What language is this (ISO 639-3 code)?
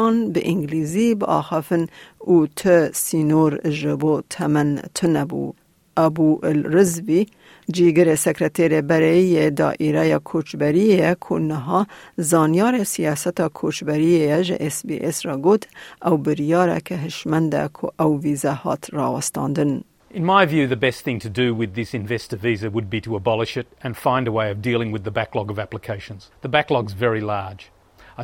kur